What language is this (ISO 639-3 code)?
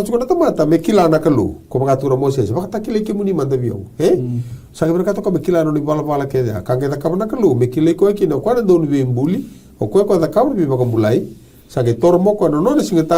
fij